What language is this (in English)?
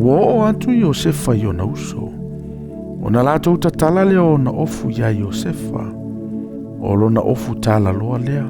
Samoan